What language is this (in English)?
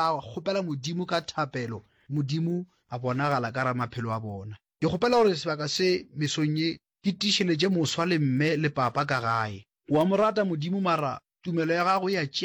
Northern Sotho